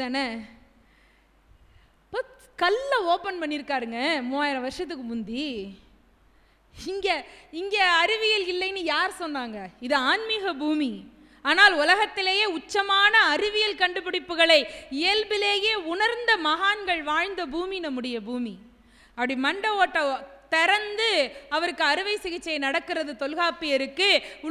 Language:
Tamil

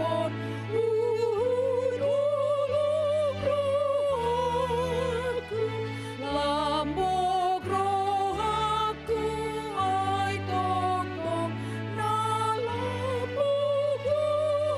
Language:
Batak Toba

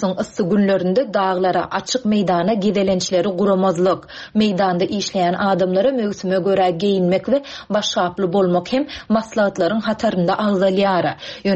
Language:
Turkmen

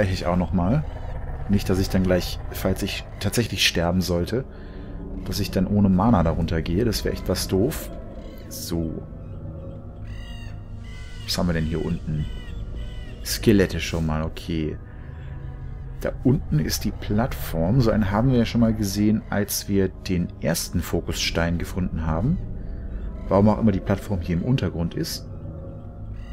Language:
German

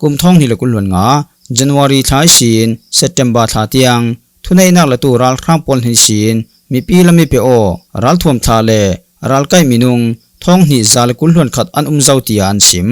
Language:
Falam Chin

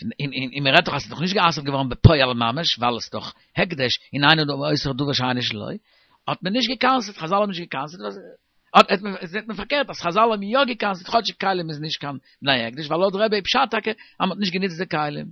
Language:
Yiddish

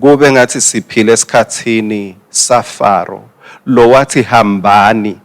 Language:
Swati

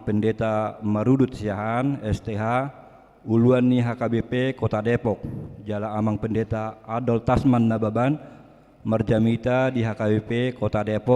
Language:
Batak Toba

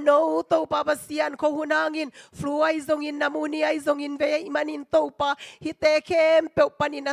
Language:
Tedim Chin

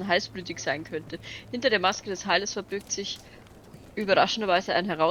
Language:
Bavarian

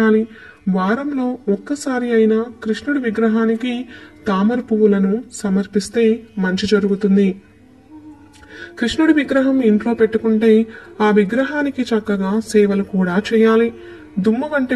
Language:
Telugu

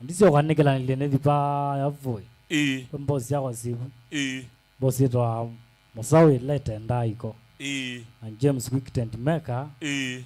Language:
Kamba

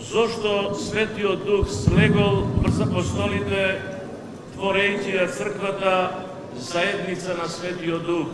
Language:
Macedonian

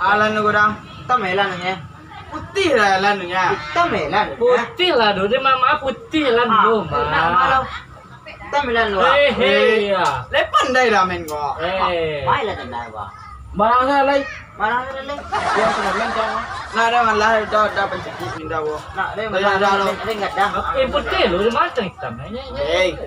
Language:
Minangkabau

